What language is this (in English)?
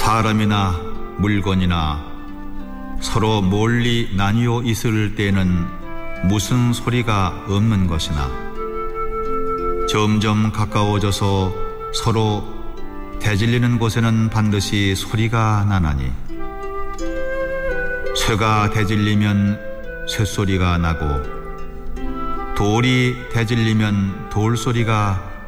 Korean